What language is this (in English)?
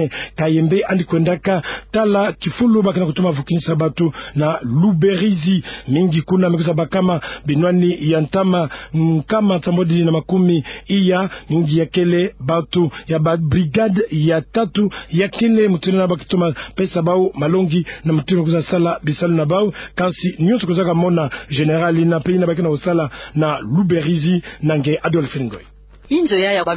Kituba (Democratic Republic of Congo)